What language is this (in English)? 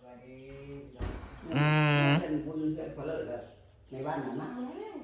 Northeastern Thai